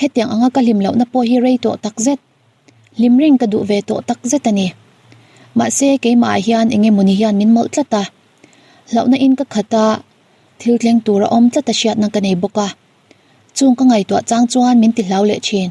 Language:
Mizo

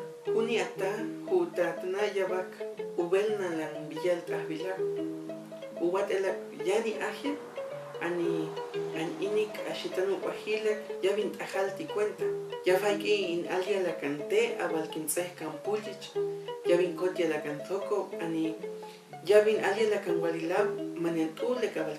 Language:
Huastec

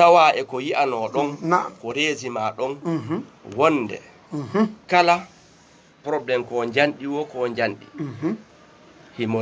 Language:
Fula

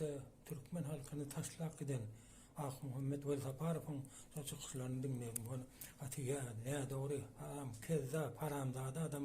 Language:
Turkmen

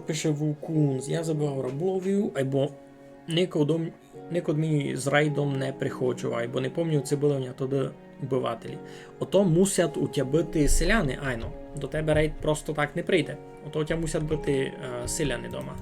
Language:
Rusyn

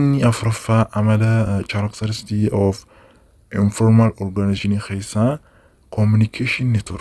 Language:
Oromo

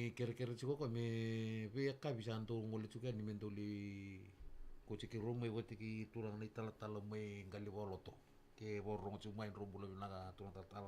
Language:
Fijian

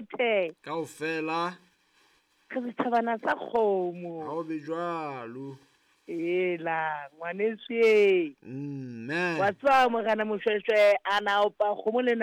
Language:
Southern Sotho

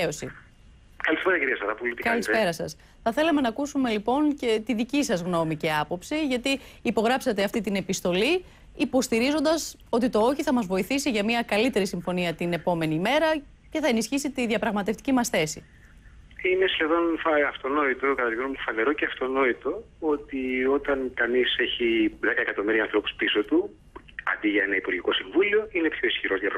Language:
Greek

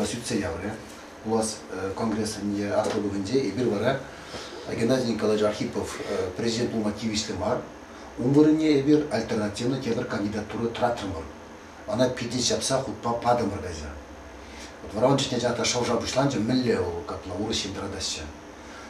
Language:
Chuvash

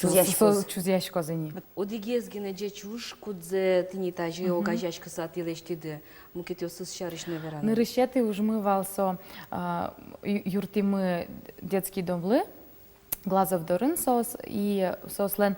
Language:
Udmurt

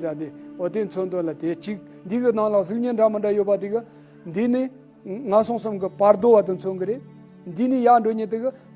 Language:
Tibetan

